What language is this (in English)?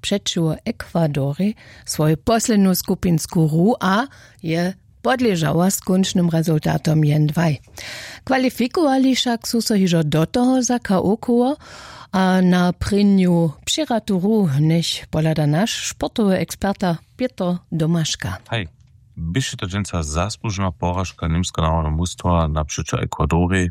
Upper Sorbian